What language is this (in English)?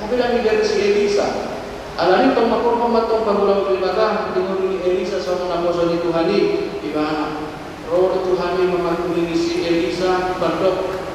Batak Toba